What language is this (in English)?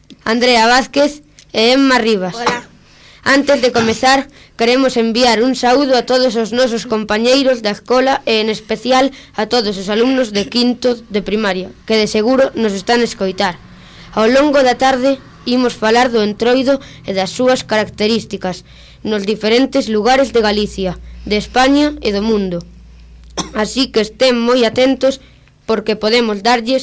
Galician